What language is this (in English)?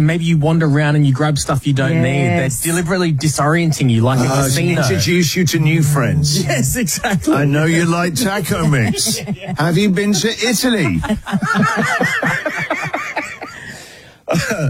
English